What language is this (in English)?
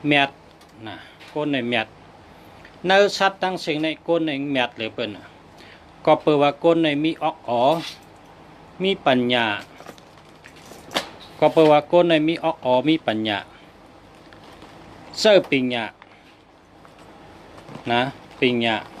Shan